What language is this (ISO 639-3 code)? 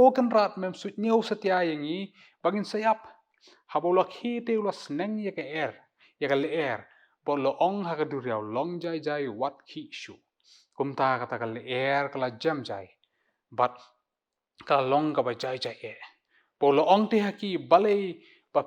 kha